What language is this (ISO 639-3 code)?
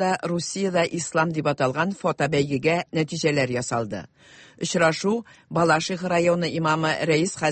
tat